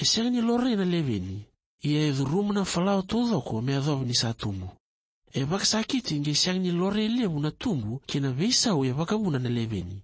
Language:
Fijian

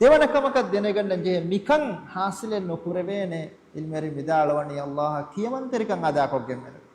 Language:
Divehi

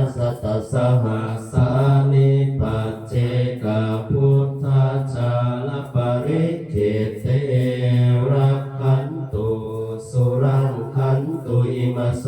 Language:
Pali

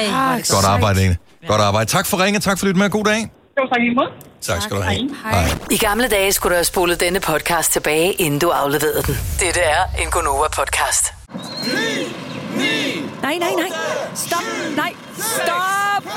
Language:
Danish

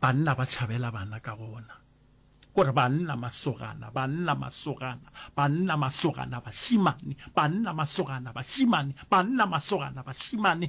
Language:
Northern Sotho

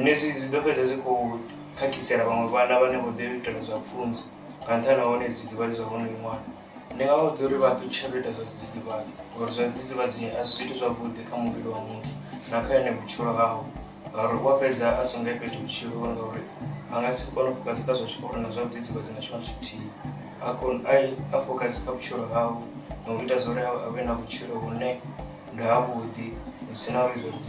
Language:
Venda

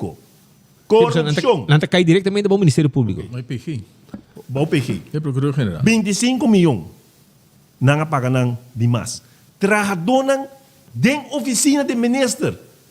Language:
Papiamento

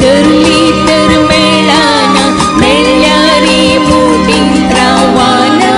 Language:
Konkani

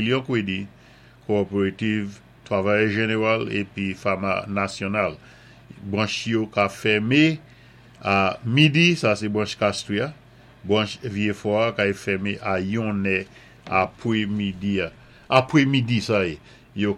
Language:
Saint Lucian Creole French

